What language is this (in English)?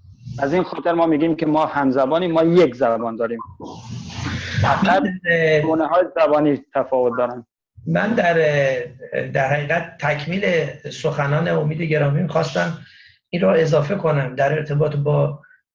Persian